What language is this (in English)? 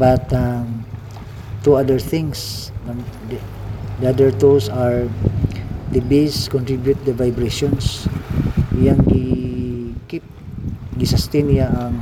Cebuano